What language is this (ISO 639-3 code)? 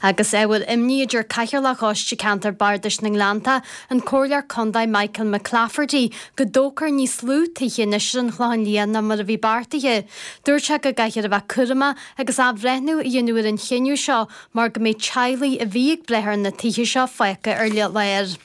gle